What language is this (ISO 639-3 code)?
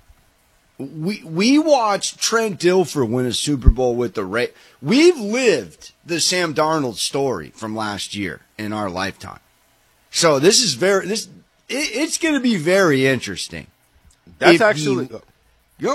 eng